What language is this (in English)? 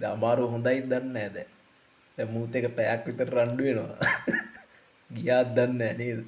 Sinhala